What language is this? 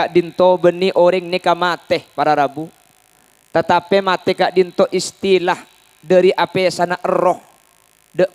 Madurese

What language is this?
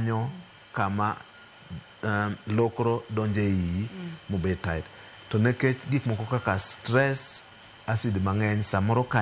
Luo (Kenya and Tanzania)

